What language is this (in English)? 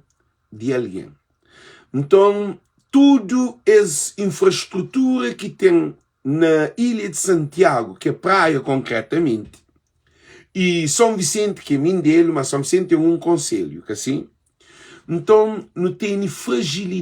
Kabuverdianu